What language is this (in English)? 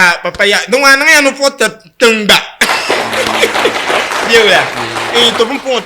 Dagbani